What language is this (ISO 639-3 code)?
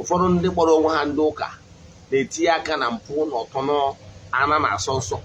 ibo